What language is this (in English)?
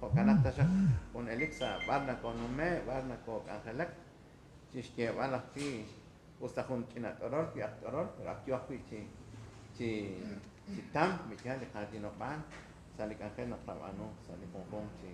Kekchí